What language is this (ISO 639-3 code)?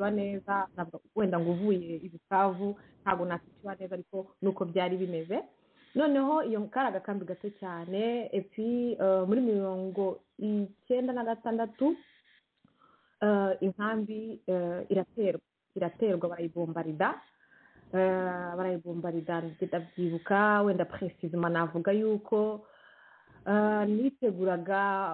kin